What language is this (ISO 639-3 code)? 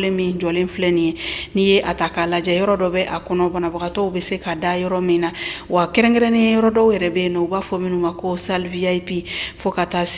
bam